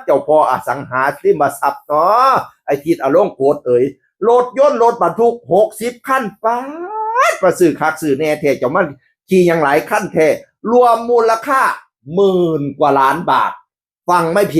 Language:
Northeastern Thai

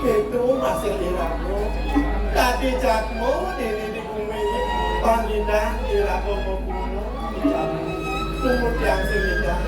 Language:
Balinese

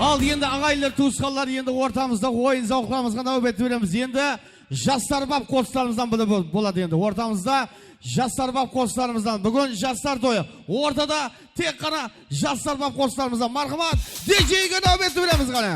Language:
Kara-Kalpak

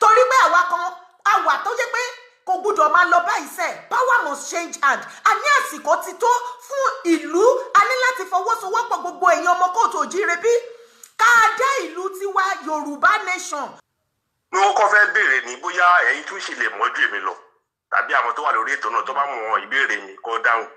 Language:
Yoruba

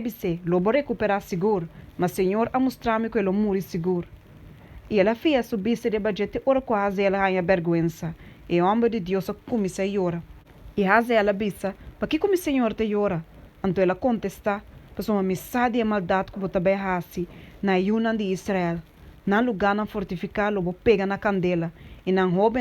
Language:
Papiamento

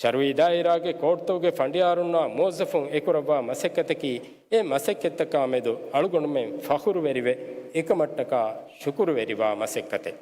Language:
Divehi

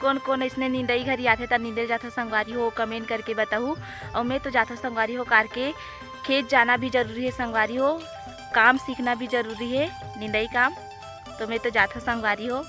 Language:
Chhattisgarhi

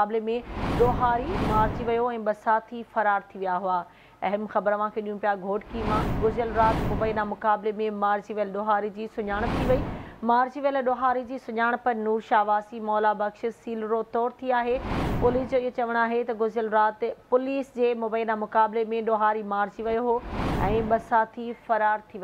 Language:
Sindhi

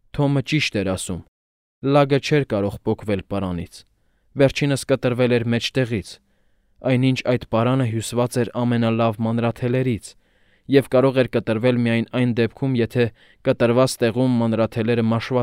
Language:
Armenian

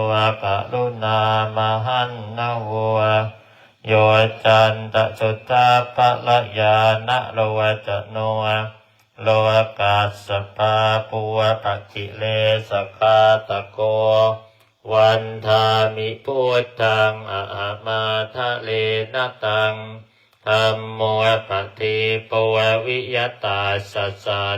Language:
Pali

